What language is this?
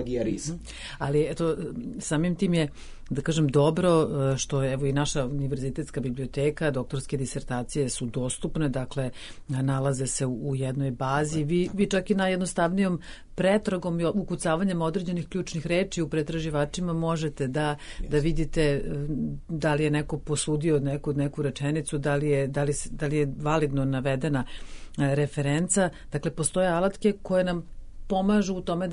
Serbian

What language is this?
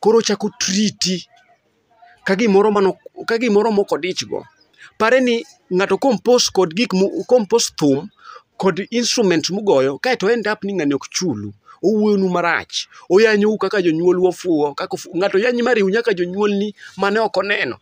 Luo (Kenya and Tanzania)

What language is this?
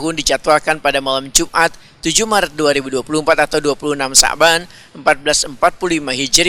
Banjar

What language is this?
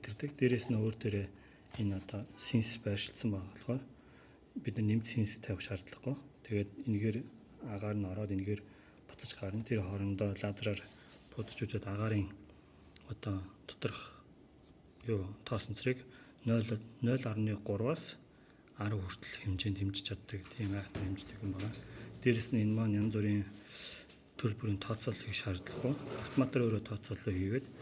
Mongolian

